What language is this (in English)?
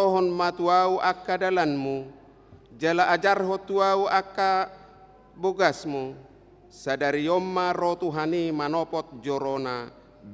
Batak Toba